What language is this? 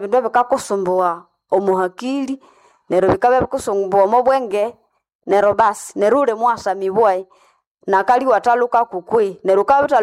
Nande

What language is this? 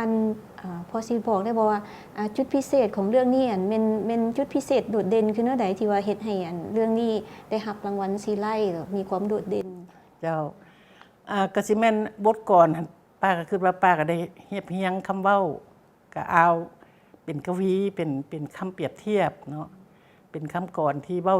Lao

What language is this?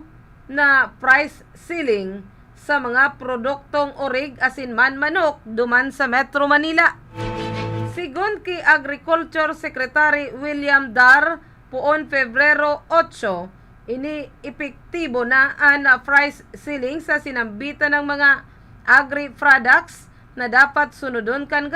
Bikol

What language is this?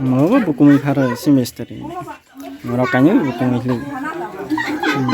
Kok Borok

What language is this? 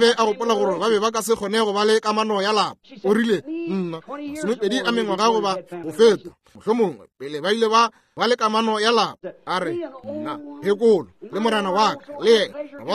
Northern Sotho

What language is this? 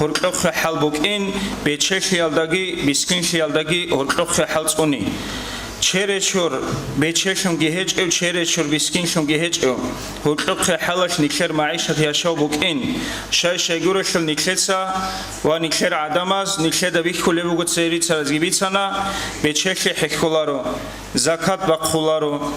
Avaric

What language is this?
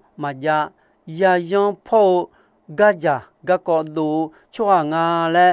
Akha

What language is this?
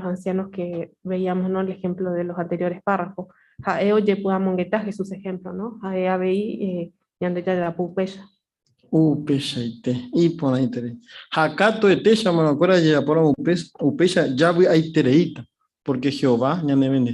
Guarani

